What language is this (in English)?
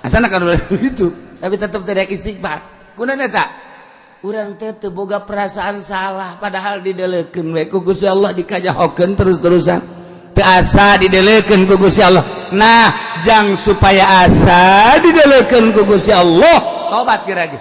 Sundanese